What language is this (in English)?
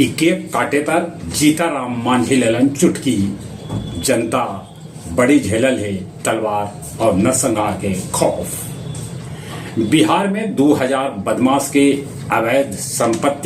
Magahi